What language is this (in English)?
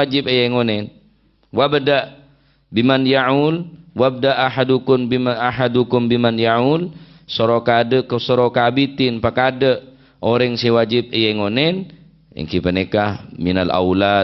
Madurese